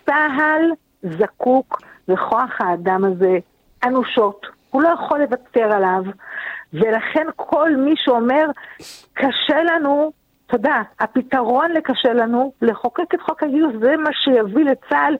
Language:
Hebrew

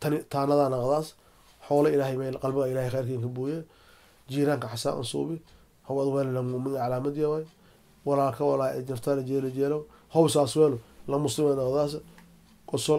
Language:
Somali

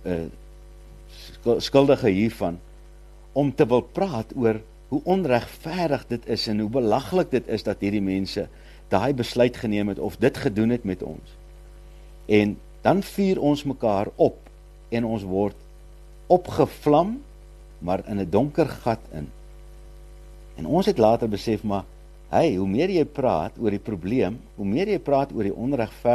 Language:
Afrikaans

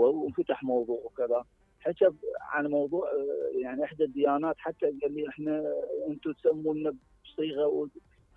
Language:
Mesopotamian Arabic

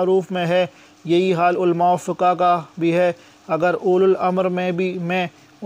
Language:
Urdu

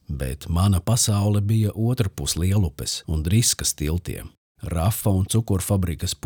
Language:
Latvian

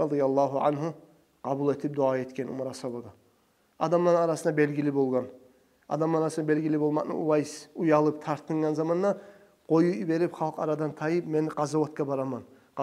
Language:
Kumyk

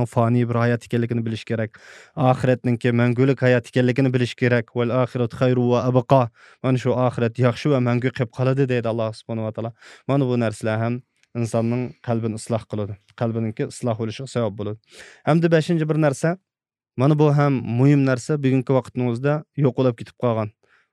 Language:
Uyghur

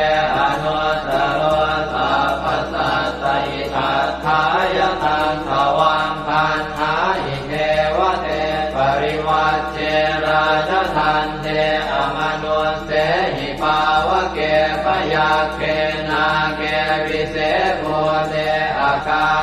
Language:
Pali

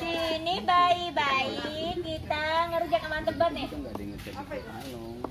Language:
Betawi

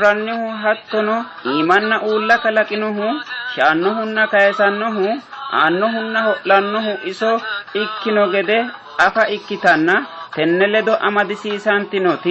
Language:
Sidamo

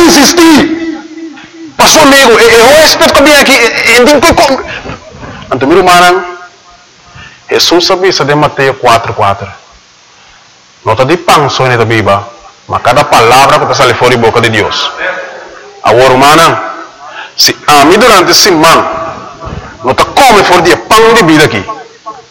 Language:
Papiamento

